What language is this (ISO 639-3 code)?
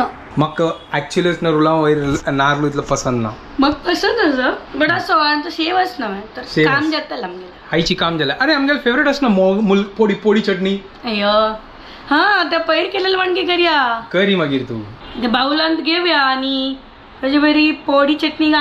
kok